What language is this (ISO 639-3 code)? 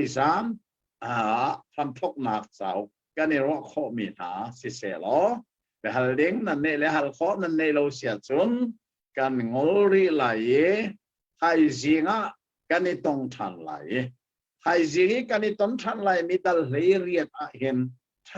cnh